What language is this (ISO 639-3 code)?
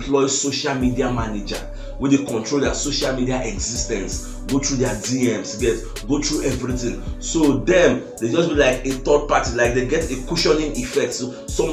pcm